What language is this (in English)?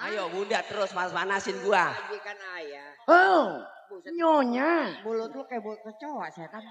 Betawi